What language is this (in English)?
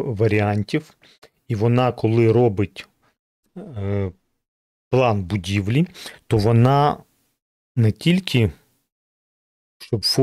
Ukrainian